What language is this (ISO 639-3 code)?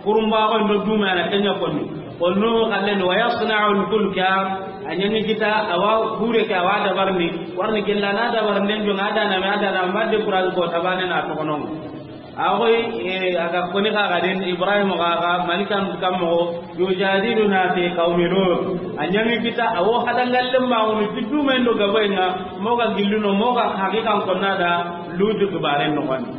snk